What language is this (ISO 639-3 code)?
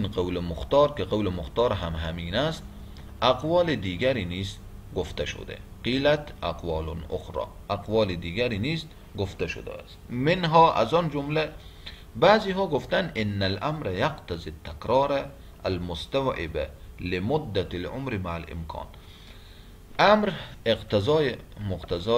fas